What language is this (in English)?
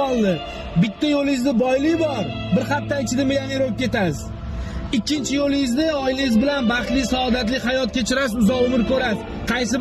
Uzbek